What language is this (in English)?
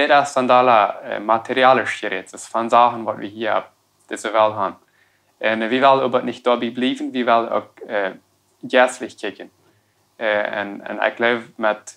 Plautdietsch